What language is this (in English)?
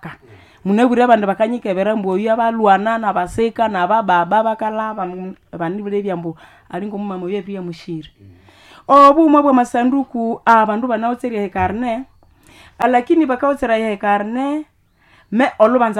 Nande